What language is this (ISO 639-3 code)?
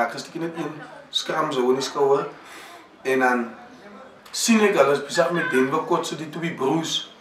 afr